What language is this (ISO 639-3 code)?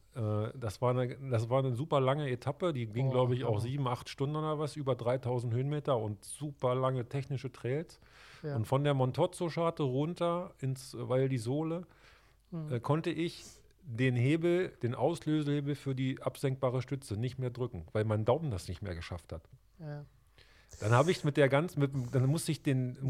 deu